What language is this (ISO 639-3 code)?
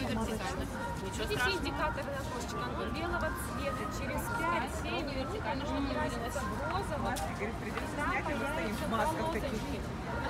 rus